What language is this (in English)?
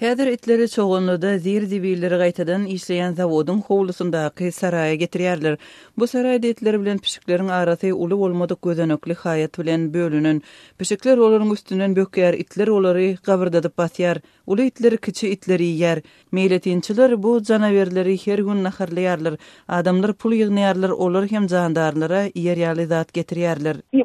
Turkmen